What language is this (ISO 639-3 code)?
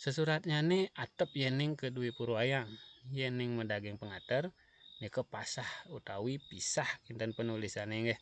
ban